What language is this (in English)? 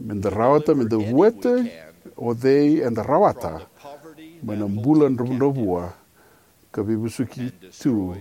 Fijian